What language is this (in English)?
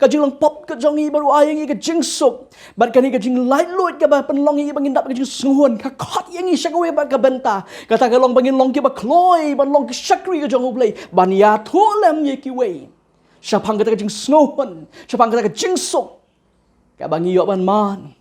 Khasi